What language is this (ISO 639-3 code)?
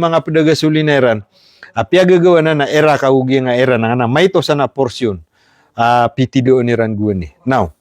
mrw